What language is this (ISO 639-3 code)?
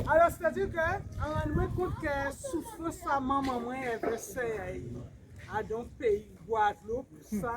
gcf